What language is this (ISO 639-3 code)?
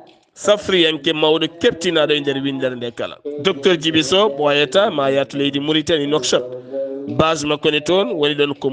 ful